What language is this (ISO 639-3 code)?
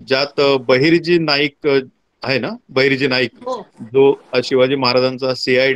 mar